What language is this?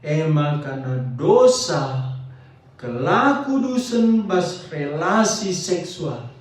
Batak Karo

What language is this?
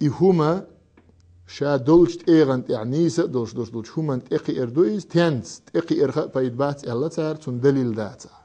Chechen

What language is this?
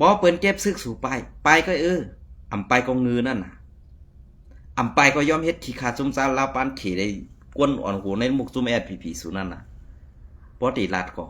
Shan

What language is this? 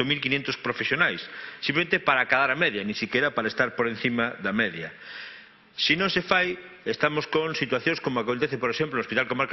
Galician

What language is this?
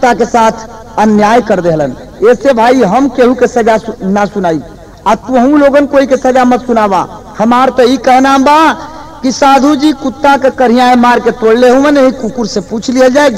Bhojpuri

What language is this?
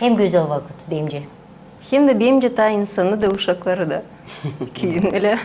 Gagauz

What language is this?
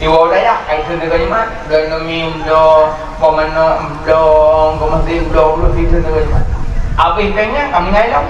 Achinese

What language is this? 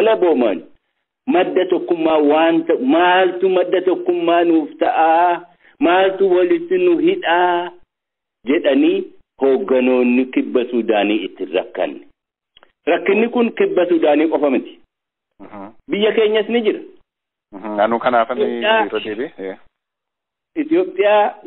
Oromo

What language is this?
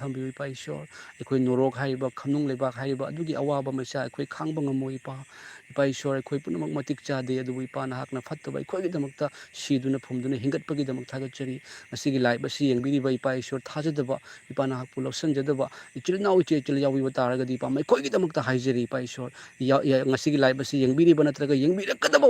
Manipuri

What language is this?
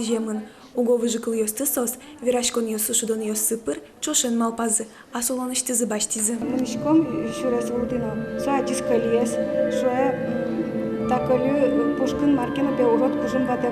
Udmurt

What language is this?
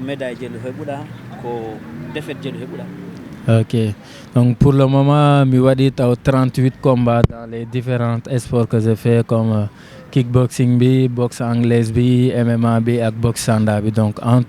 Fula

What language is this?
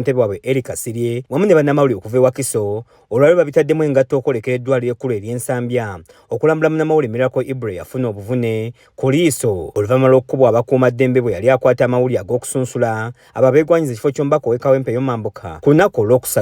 Ganda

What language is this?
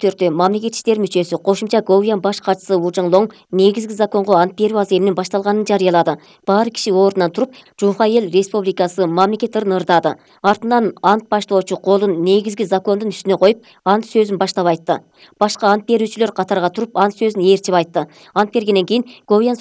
Kyrgyz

